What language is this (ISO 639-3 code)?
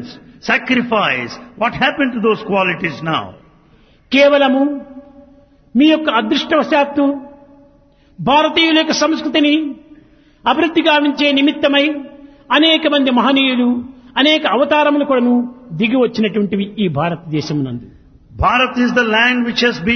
tel